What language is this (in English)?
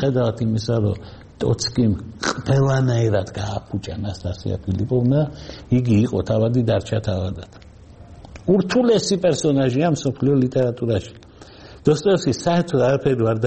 Georgian